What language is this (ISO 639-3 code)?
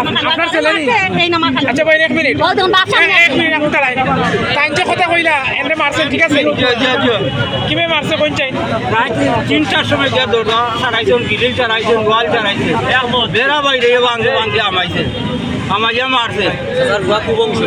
syl